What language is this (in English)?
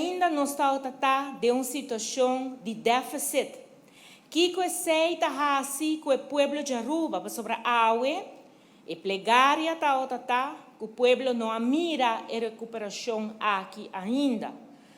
Papiamento